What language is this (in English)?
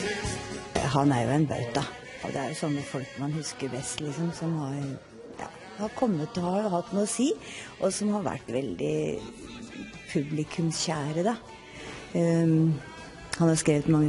Norwegian